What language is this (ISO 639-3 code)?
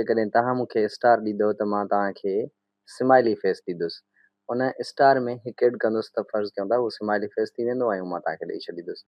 snd